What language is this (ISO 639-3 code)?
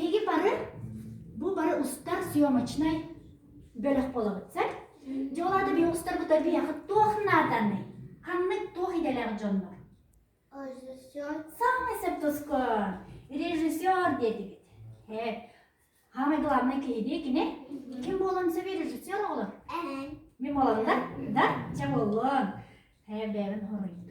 sah